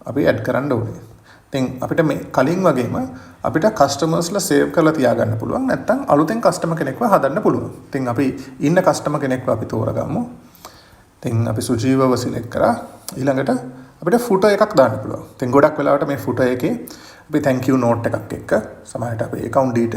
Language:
Sinhala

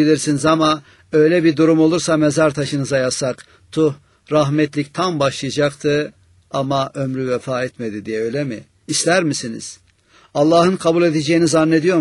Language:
Turkish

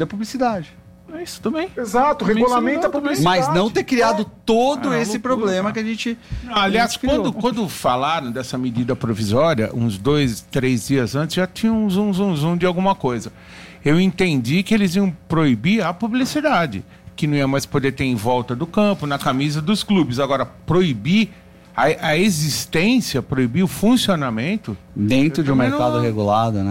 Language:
Portuguese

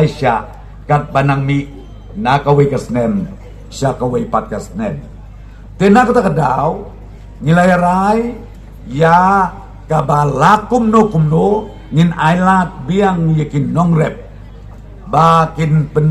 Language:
Khasi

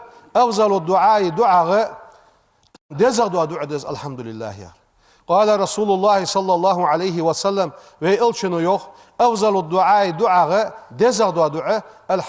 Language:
Ingush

